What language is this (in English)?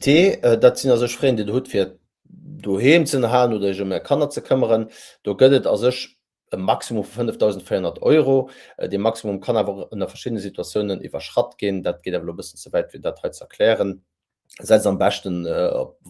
Luxembourgish